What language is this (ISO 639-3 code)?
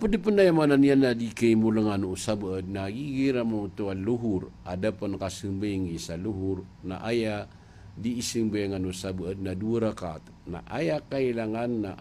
mrw